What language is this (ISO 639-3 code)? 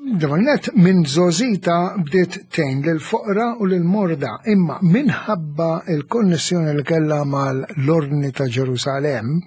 mlt